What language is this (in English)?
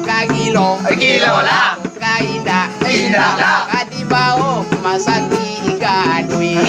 Minangkabau